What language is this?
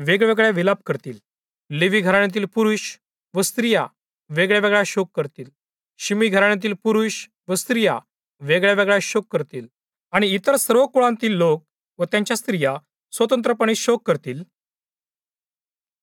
Marathi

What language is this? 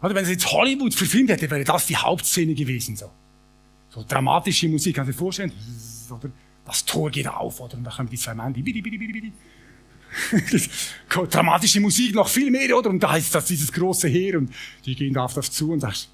Swiss German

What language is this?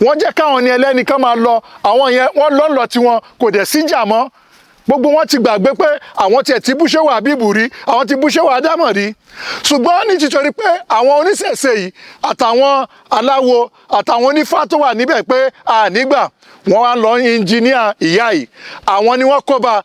Yoruba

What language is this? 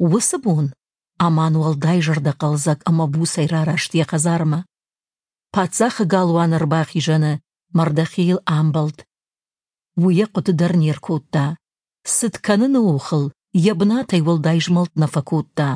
Ossetic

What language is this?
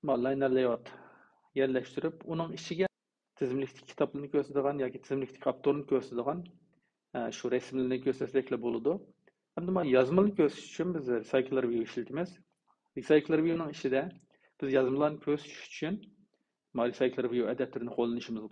Uyghur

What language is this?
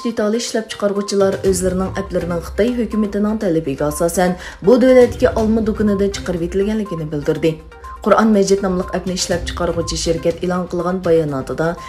Uyghur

